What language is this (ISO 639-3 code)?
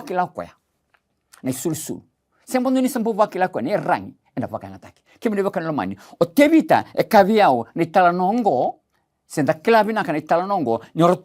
fij